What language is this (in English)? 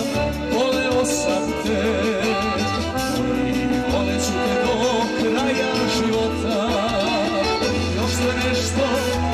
Serbian